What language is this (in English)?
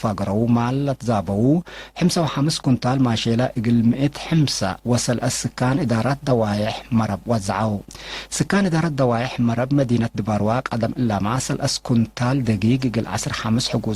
Tigre